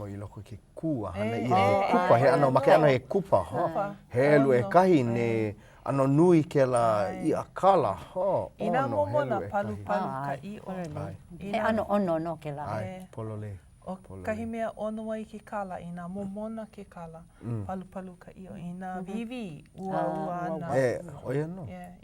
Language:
Hawaiian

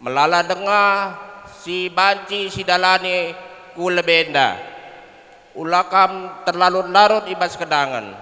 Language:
Batak Karo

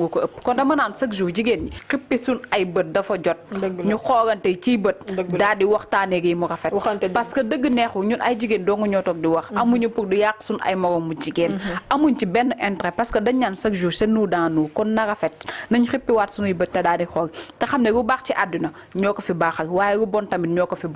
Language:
Wolof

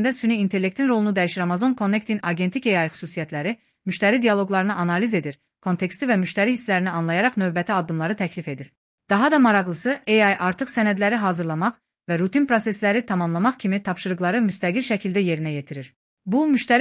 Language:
Azerbaijani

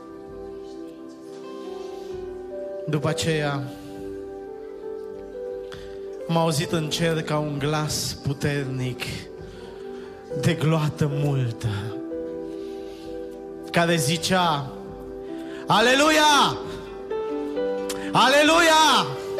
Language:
Romanian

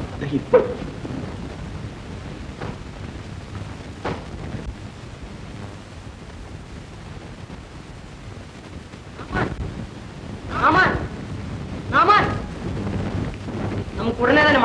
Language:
Malayalam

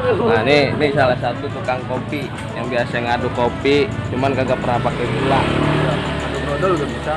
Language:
Betawi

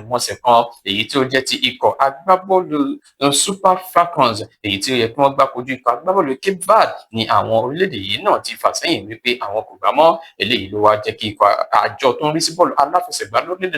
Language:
Yoruba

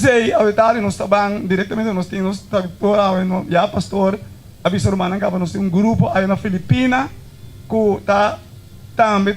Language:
Papiamento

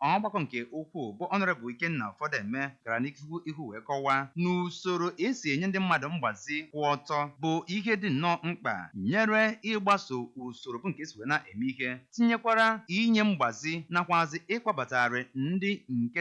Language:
Igbo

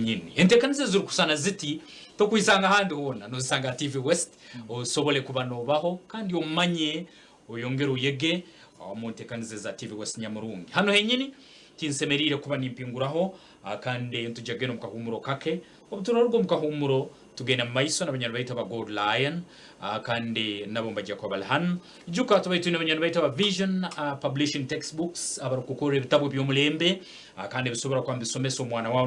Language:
Nyankole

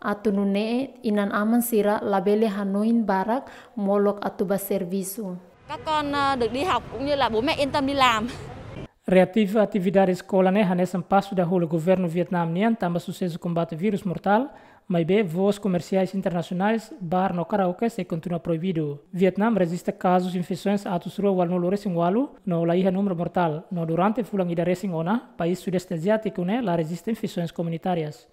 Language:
Tetum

